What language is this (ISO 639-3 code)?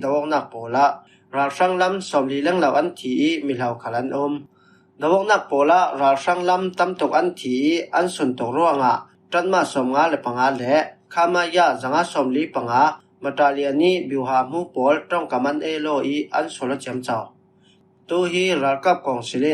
cfm